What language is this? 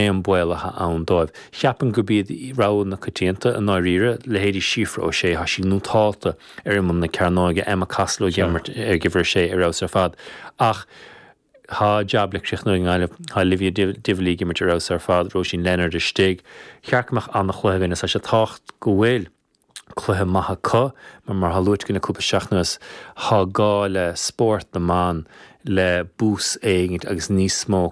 Irish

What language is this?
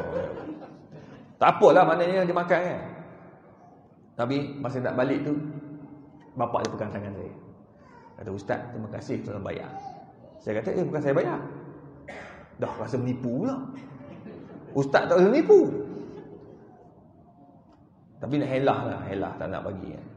Malay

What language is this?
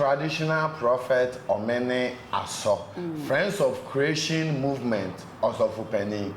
Akan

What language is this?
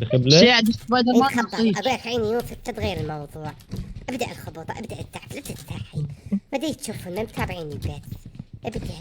Mesopotamian Arabic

